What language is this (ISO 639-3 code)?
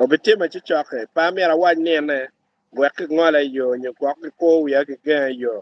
ach